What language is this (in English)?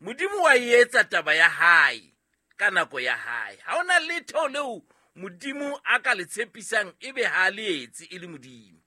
Southern Sotho